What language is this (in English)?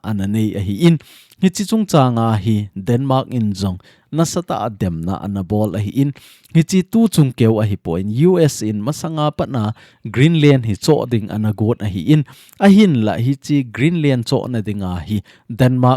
Thado Chin